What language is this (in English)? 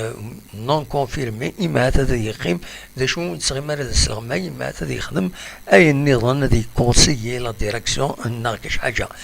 Kabyle